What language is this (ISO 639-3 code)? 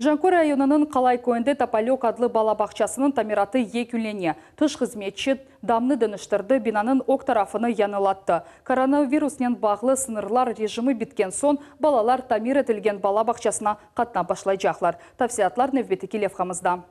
crh